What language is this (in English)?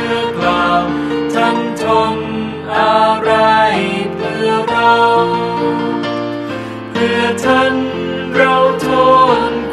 Thai